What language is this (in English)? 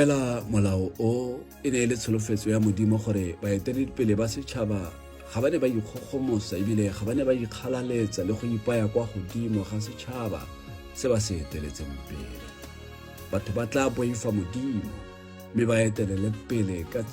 Tswana